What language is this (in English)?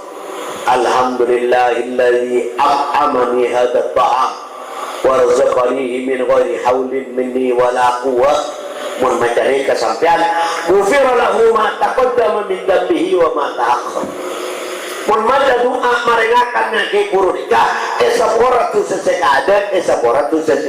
Madurese